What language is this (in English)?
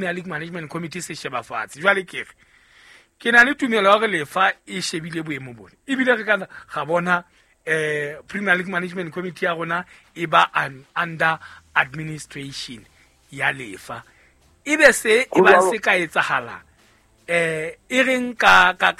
Southern Sotho